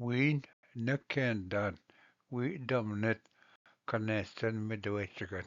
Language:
Ojibwa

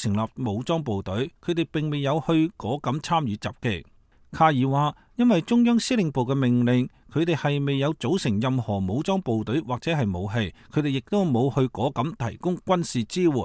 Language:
Cantonese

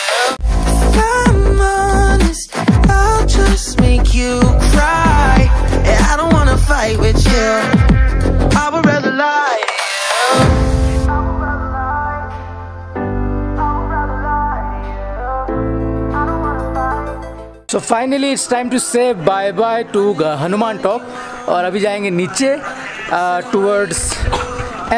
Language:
Hindi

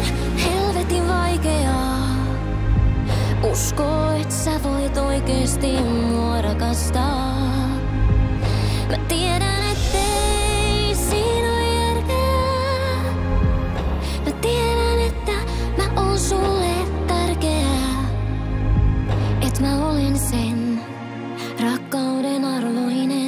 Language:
Finnish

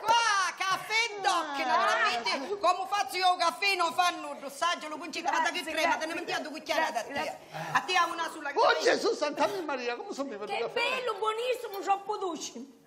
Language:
Sicilian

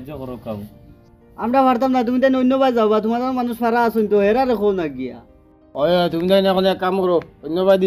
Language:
Sylheti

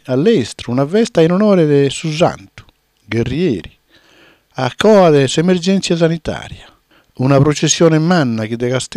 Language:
Sardinian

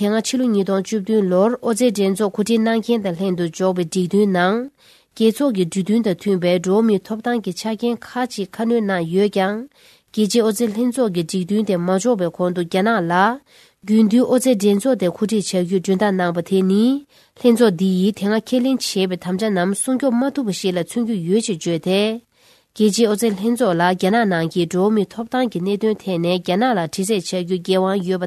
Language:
Tibetan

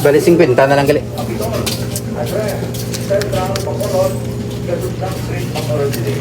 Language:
Hiligaynon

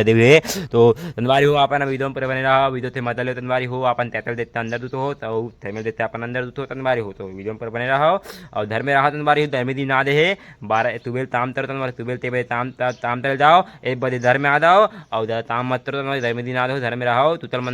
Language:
Chhattisgarhi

